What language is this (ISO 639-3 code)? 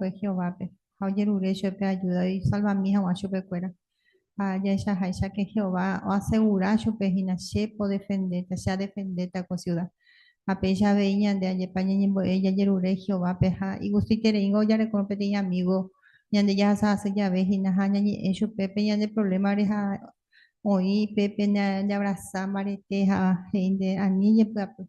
grn